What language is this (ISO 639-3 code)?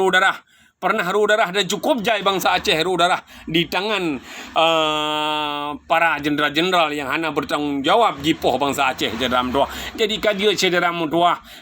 ace